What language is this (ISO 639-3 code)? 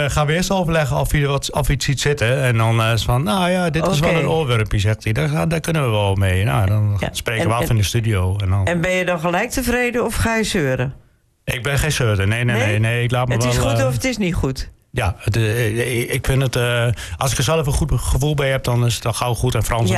nld